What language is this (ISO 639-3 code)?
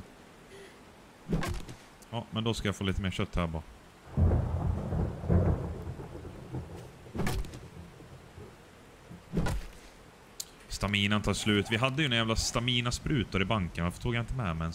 swe